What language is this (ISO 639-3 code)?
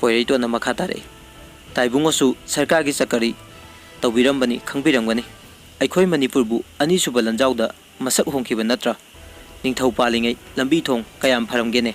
mni